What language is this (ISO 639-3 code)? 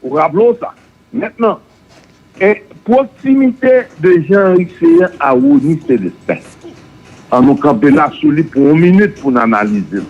hat